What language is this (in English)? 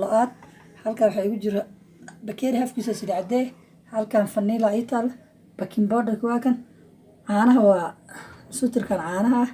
Somali